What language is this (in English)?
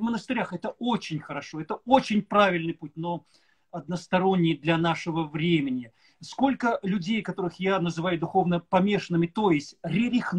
Russian